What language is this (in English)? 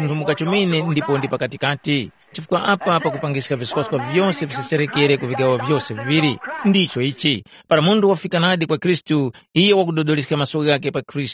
Tumbuka